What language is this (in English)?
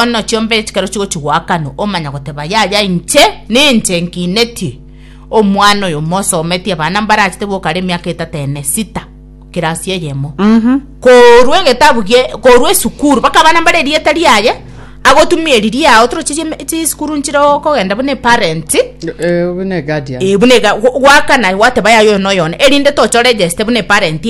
Gusii